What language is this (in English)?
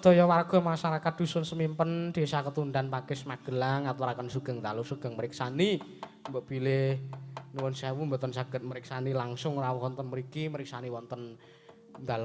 Javanese